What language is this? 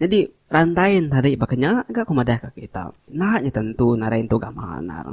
Iban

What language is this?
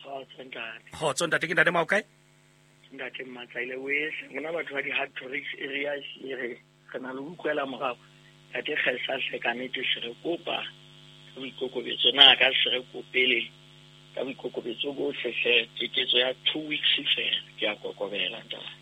Southern Sotho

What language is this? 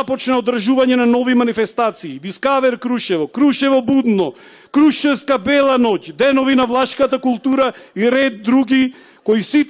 Macedonian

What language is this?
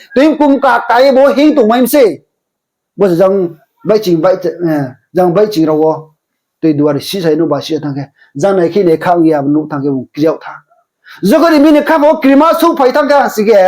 Riang (India)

